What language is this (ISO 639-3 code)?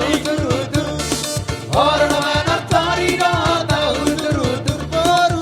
bbc